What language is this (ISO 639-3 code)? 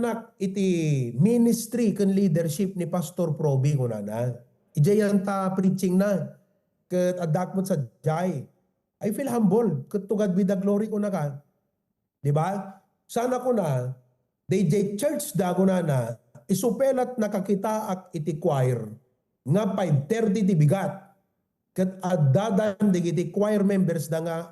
ilo